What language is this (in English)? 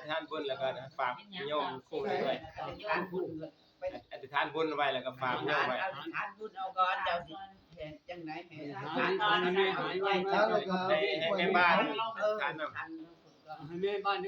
Northeastern Thai